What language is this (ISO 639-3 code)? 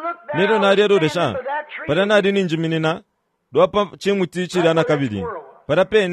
bem